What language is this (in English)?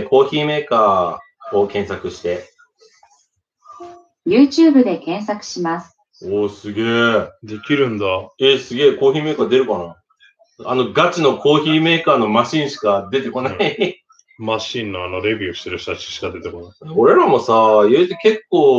Japanese